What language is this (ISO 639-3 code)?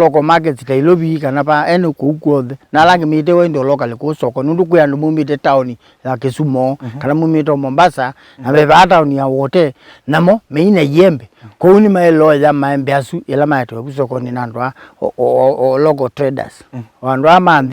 kam